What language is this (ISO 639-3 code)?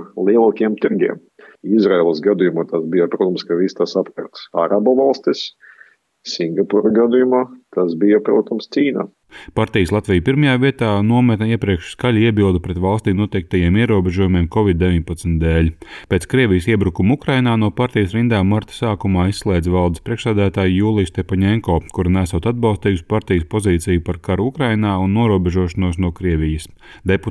lav